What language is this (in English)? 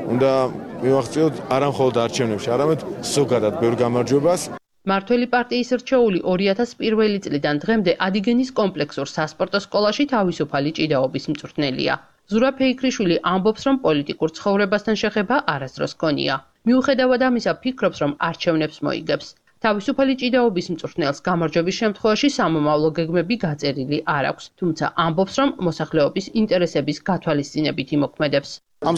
Georgian